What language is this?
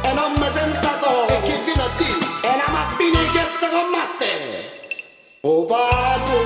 Neapolitan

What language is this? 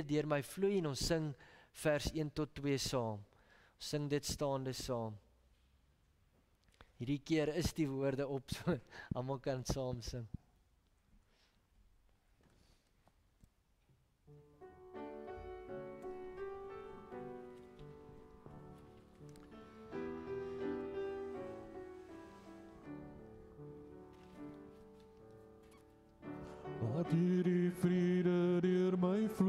Afrikaans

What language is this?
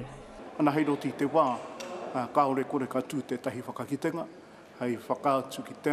Māori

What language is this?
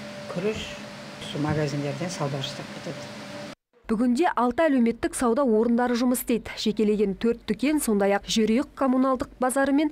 Kazakh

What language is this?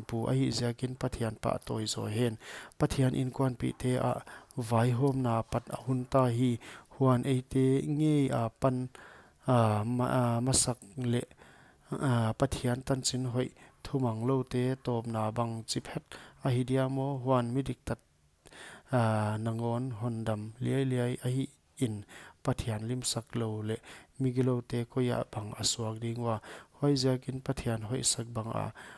Paite Chin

